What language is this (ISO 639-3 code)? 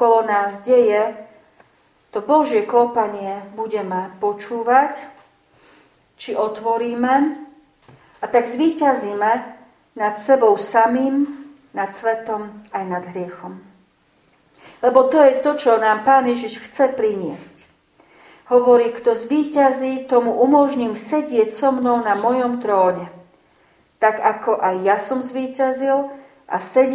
slk